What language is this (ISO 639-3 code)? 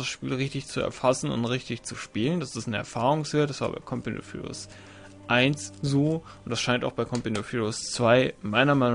deu